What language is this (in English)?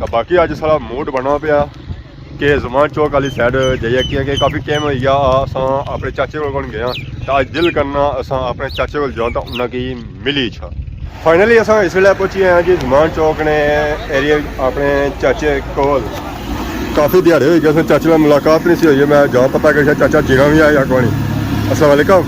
Pahari-Potwari